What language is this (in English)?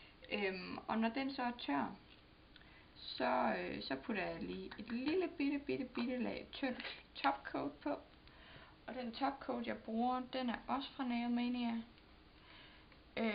Danish